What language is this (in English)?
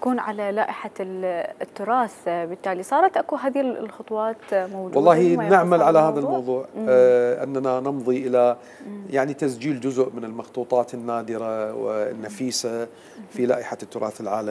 Mesopotamian Arabic